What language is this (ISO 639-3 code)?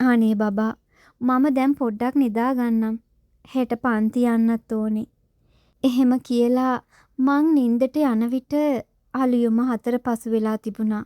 sin